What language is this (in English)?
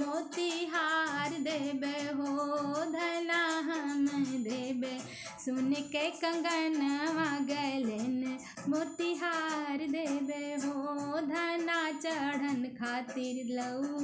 Bhojpuri